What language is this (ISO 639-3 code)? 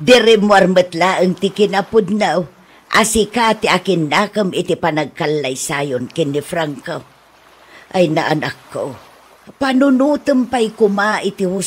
ilo